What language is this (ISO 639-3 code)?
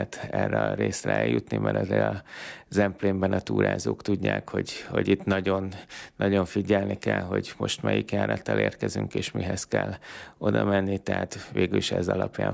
hun